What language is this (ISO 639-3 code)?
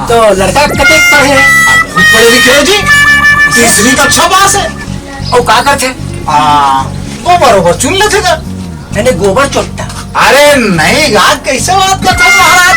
hne